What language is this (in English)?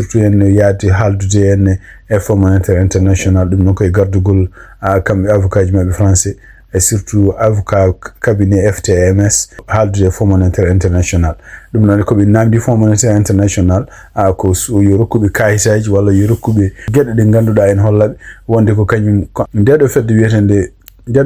Fula